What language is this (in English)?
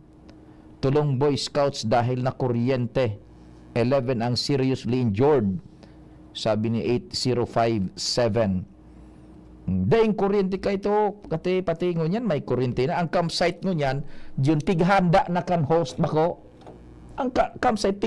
Bikol